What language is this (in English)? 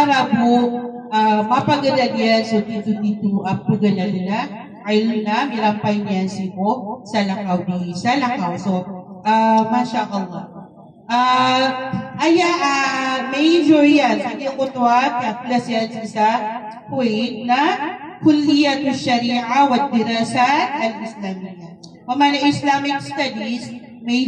Maranao